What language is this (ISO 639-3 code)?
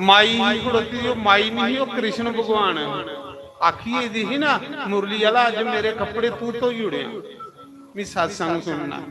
doi